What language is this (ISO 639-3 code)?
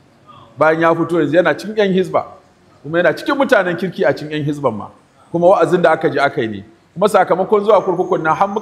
hau